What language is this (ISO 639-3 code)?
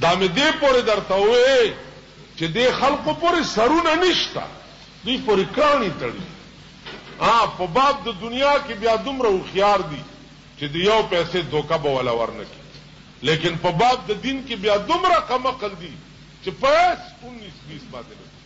pus